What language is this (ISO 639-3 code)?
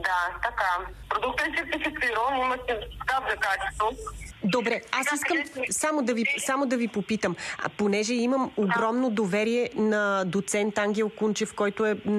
bul